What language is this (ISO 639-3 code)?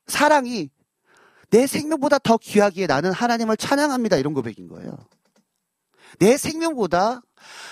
kor